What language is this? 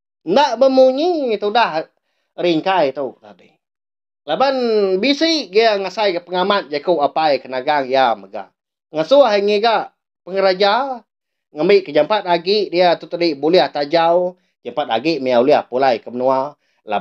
Iban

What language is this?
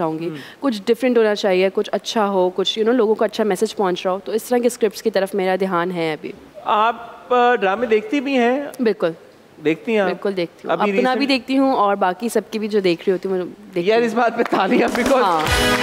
Hindi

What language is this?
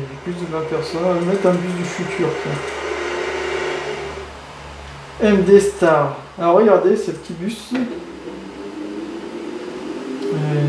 French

